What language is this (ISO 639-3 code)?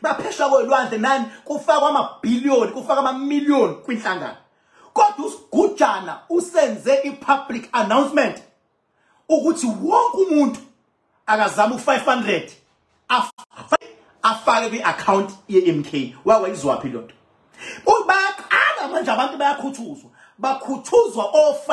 zul